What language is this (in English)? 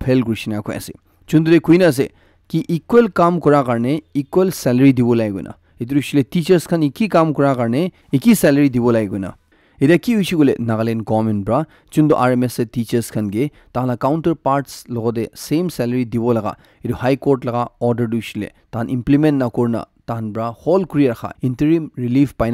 Naga Pidgin